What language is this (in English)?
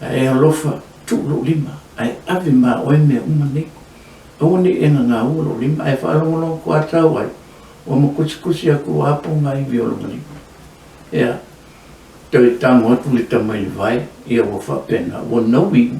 Samoan